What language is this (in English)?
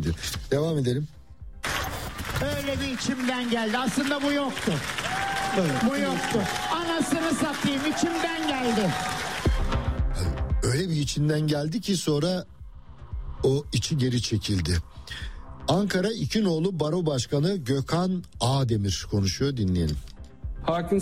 Turkish